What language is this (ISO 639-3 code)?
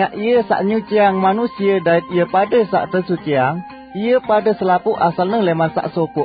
sas